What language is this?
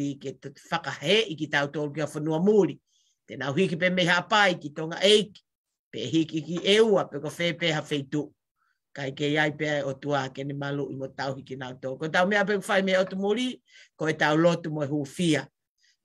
Tongan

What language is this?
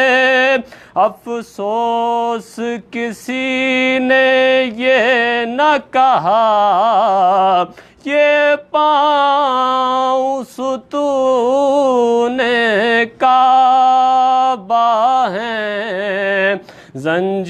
Urdu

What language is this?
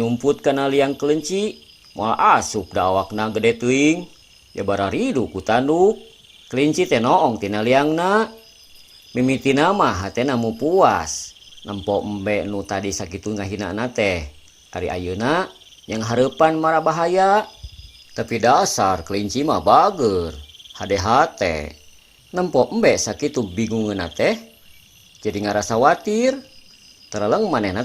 Sundanese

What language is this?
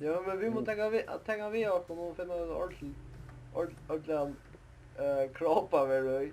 Faroese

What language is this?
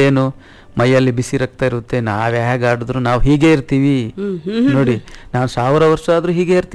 Kannada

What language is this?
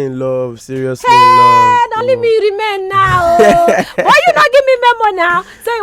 Nigerian Pidgin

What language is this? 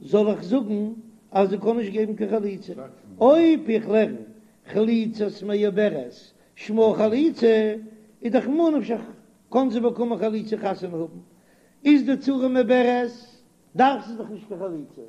Yiddish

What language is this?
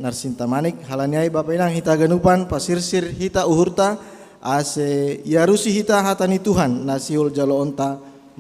Batak Simalungun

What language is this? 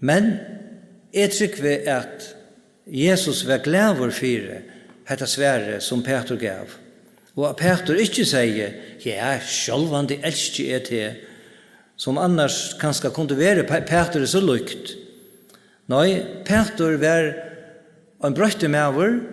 Faroese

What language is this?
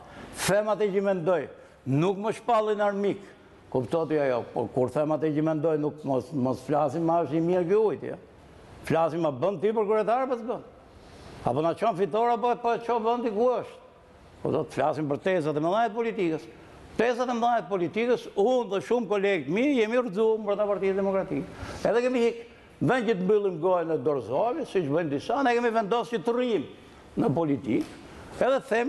Albanian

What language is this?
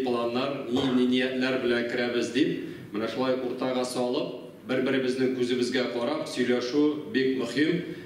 Tatar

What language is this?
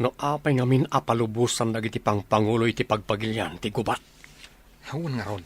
Iloko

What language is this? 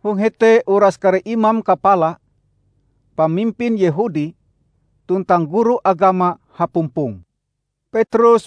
Ngaju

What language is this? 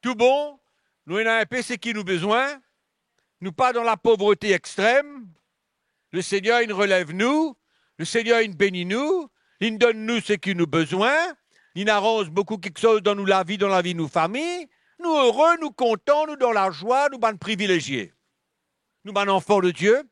Morisyen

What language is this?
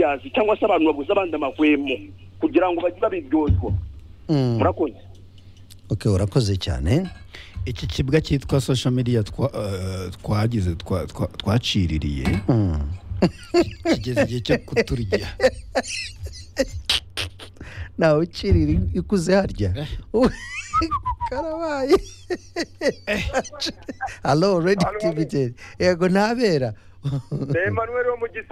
Kinyarwanda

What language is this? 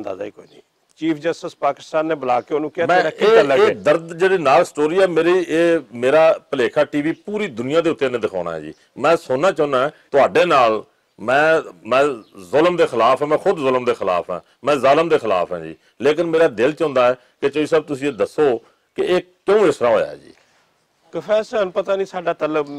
Western Panjabi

